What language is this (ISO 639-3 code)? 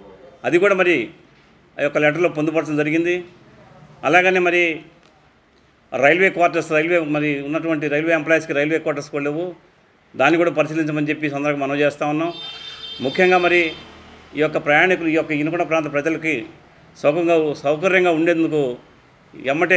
tel